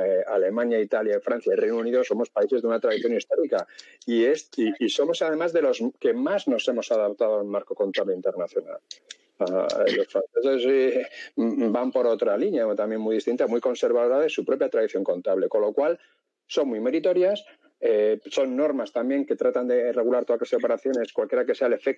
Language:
Spanish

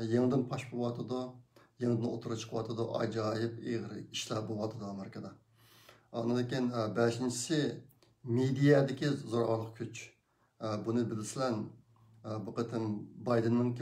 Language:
Uyghur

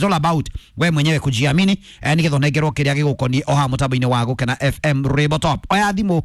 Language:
Kikuyu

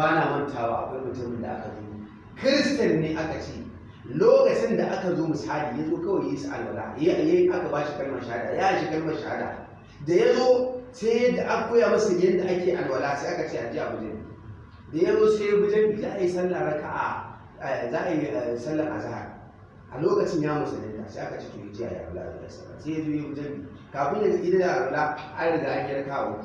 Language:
Hausa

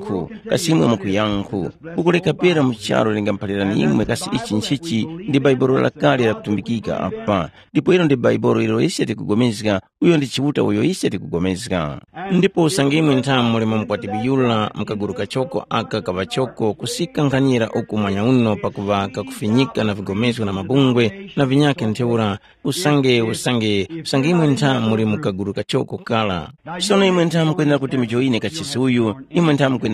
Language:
Tumbuka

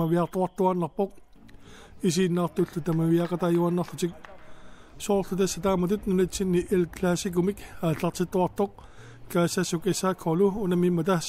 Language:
Kalaallisut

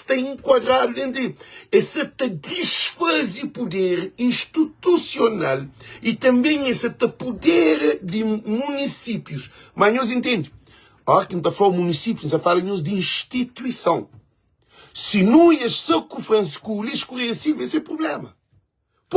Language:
Kabuverdianu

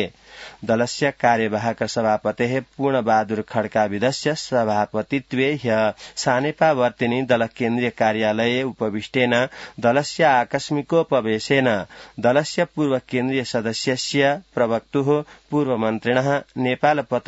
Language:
Sanskrit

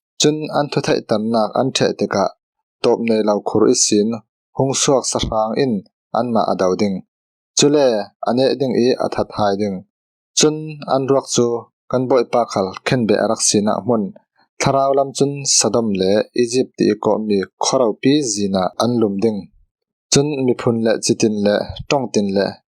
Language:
Falam Chin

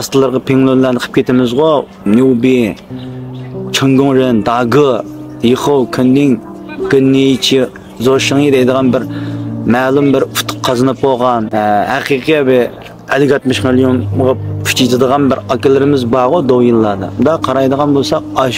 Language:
Uyghur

